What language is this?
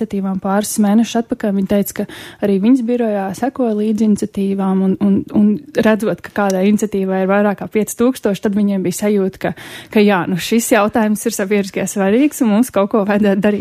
Latvian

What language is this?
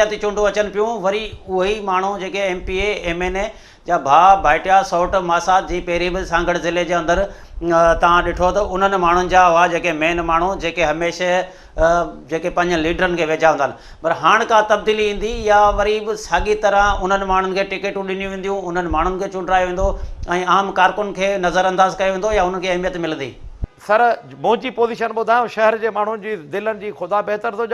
Sindhi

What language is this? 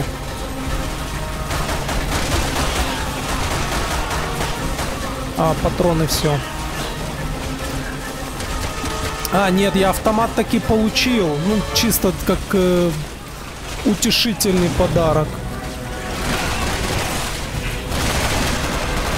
Russian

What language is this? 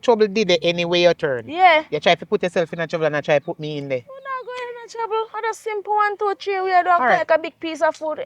Jamaican Creole English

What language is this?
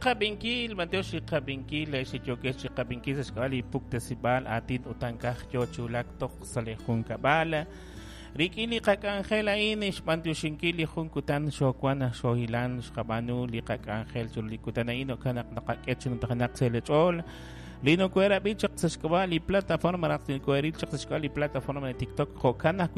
Kekchí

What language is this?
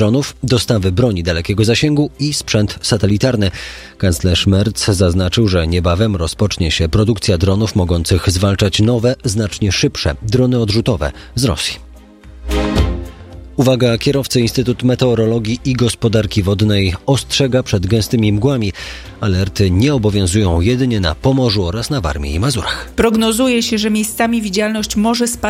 Polish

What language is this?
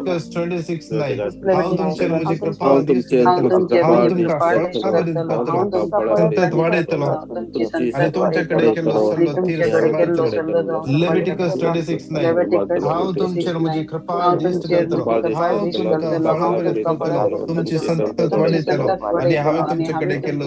Konkani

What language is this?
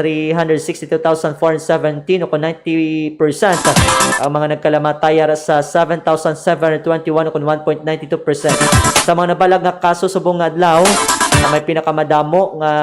Hiligaynon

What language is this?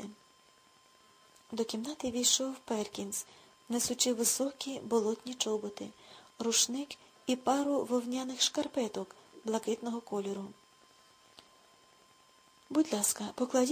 Ukrainian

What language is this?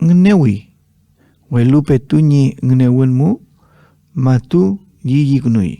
Mapuche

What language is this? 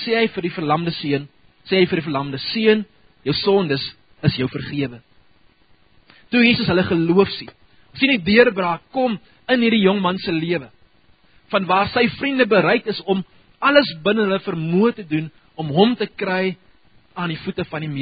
Afrikaans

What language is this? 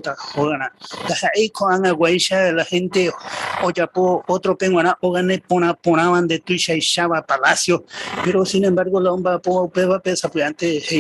Guarani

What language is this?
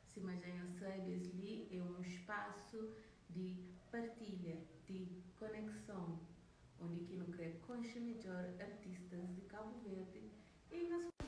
Kabuverdianu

